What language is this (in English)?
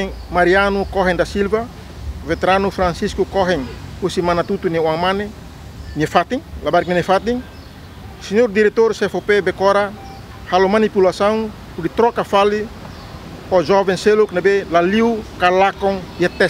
Tetum